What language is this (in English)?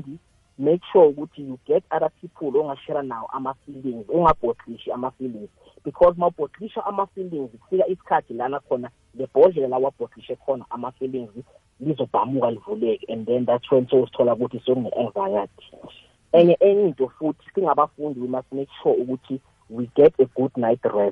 South Ndebele